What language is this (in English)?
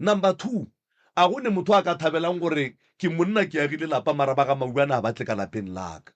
Northern Sotho